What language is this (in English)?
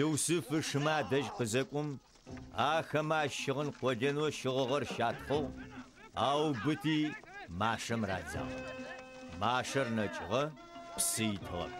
Adyghe